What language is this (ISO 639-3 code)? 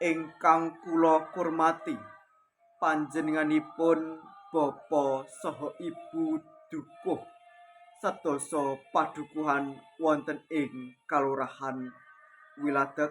jav